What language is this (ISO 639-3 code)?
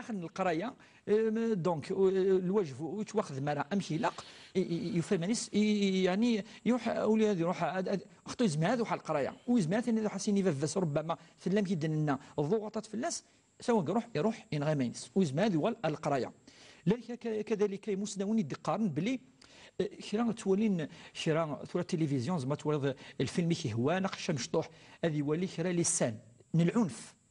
kab